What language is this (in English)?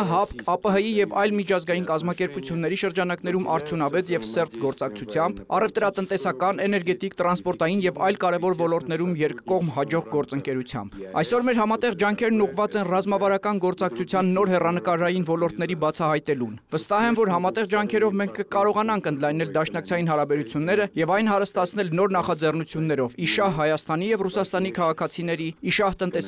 Armenian